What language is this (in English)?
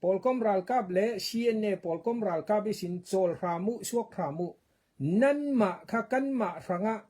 Falam Chin